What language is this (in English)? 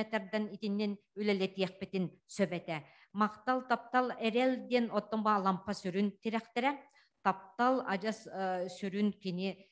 Yakut